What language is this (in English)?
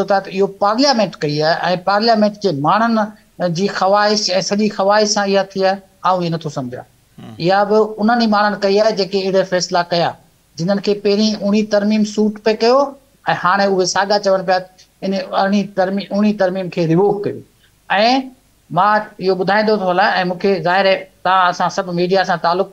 Sindhi